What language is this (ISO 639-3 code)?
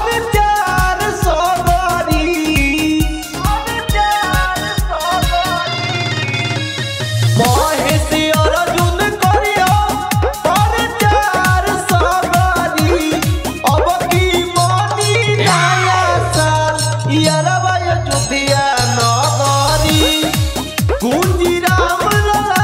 bho